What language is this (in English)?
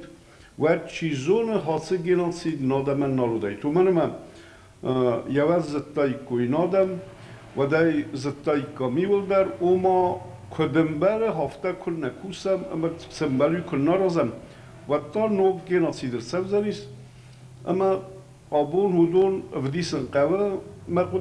Ossetic